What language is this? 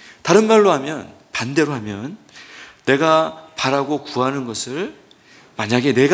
Korean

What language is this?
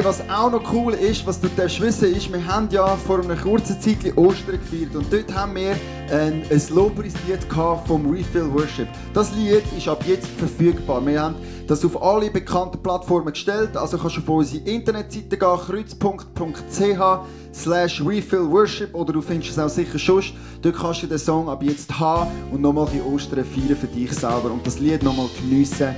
Swiss German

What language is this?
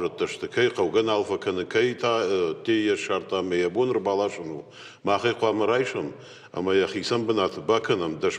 Ossetic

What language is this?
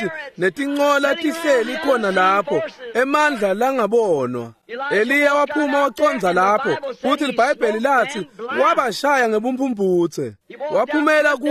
Swati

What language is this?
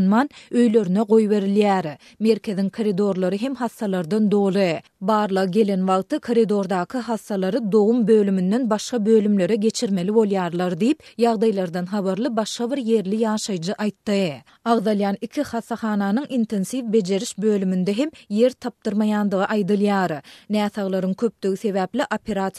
Turkmen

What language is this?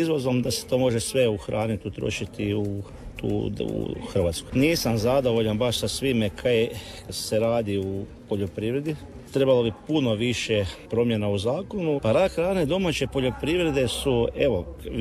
Croatian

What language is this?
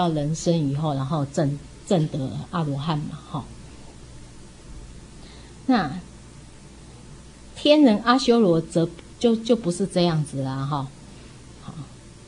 Chinese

